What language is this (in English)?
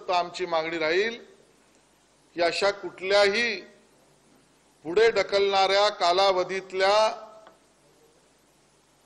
Marathi